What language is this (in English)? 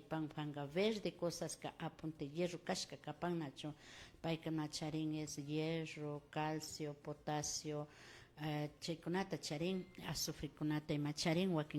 Imbabura Highland Quichua